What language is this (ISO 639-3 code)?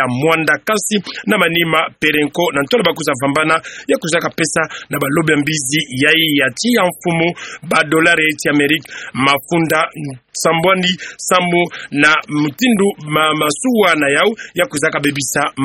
ktu